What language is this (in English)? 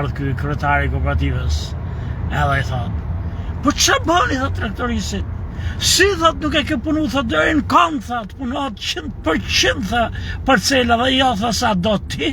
Albanian